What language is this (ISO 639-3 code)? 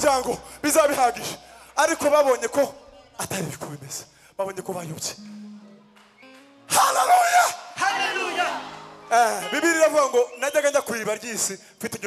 kin